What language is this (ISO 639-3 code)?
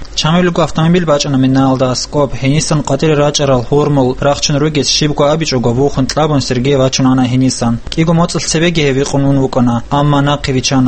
ava